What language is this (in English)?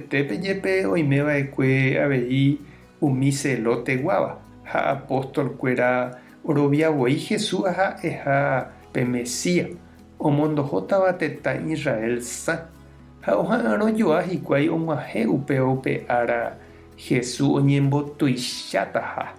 Guarani